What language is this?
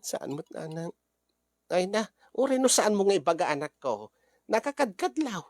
Iloko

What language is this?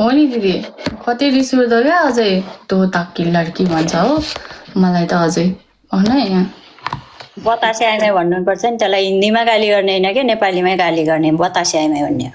Nepali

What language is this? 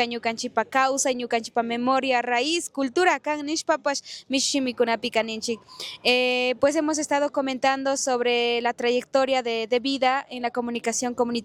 Chimborazo Highland Quichua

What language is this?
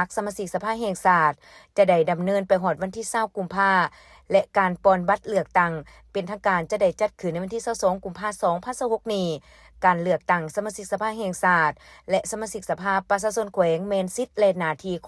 Lao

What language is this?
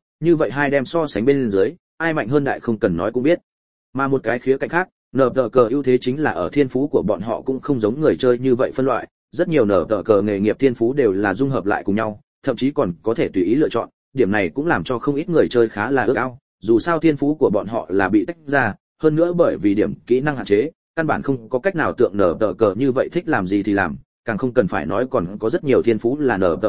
Vietnamese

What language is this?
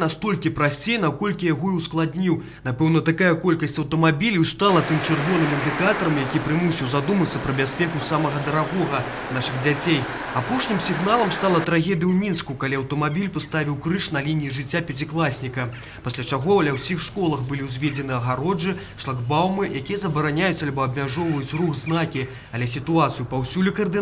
Belarusian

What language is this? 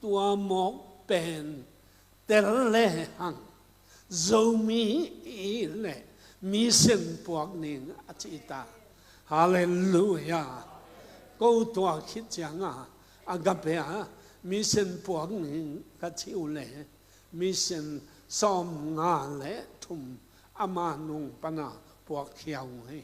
Tedim Chin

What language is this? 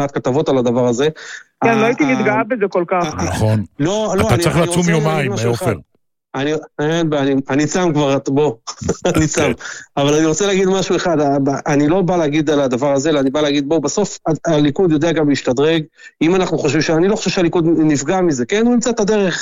Hebrew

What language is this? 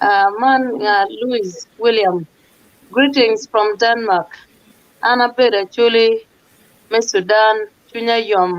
Acoli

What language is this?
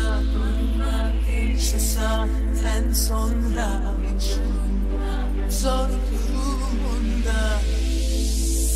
Turkish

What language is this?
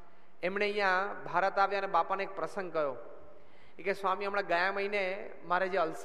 Gujarati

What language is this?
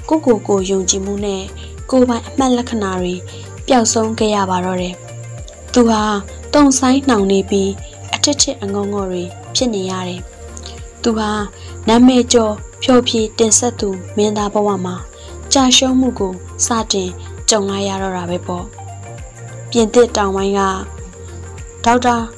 Burmese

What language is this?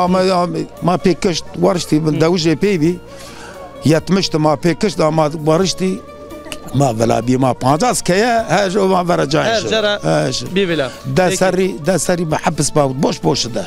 Zaza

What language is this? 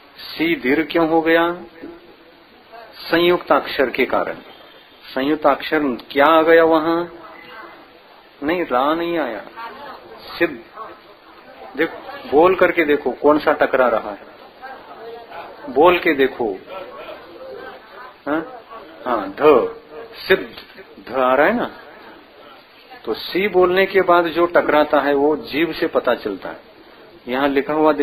Hindi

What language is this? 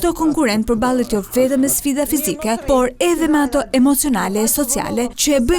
Albanian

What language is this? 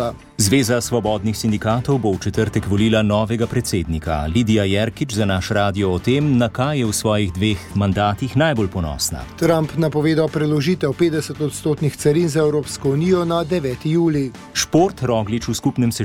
Slovenian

